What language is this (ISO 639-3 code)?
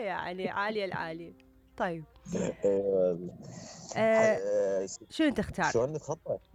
acm